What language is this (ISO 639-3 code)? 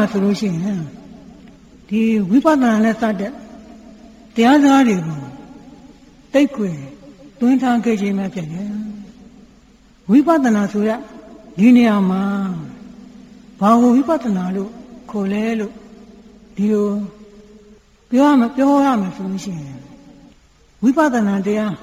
mya